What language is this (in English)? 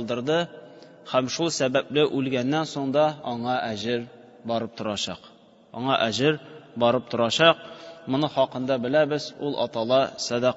Tatar